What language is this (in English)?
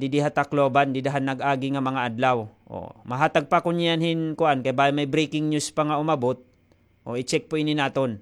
Waray